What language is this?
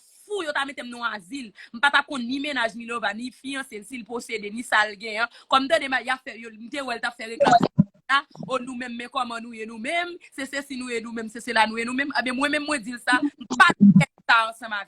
Haitian Creole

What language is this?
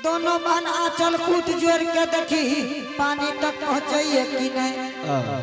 Angika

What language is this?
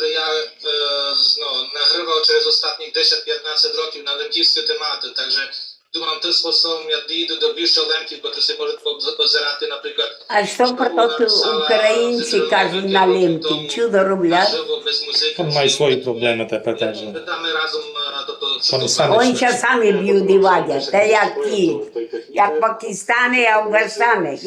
Rusyn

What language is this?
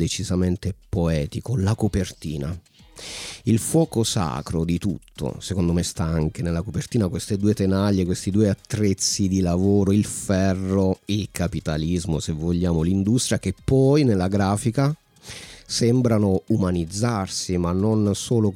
Italian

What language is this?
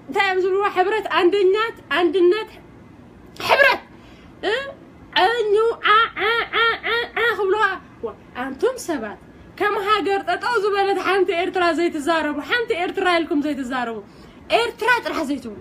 Tigrinya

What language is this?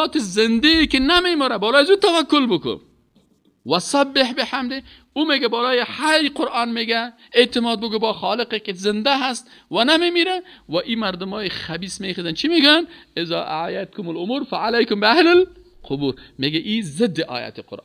Persian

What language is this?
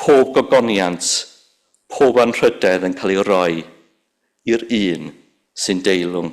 Welsh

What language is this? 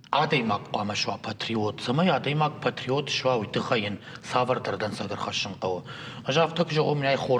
Ossetic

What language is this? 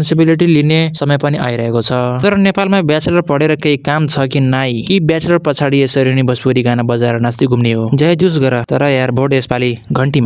Nepali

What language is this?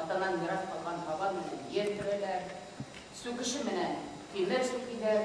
Bashkir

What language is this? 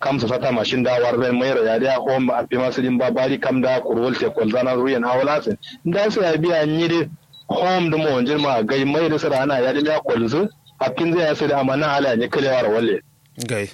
Kanuri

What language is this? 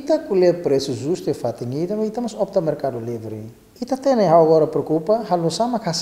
Tetum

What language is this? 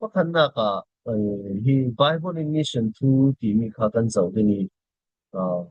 Falam Chin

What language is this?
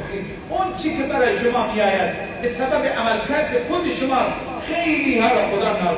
Persian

